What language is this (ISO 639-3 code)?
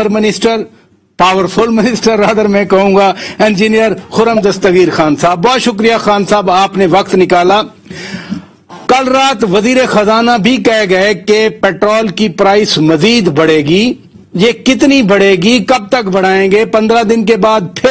urd